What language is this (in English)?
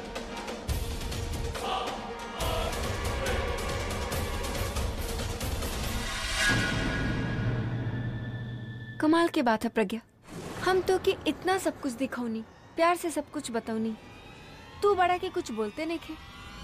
Bhojpuri